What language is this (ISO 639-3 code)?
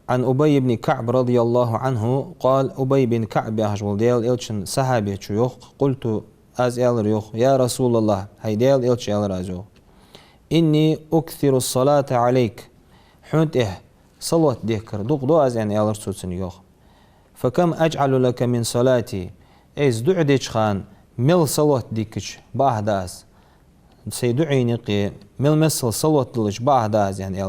inh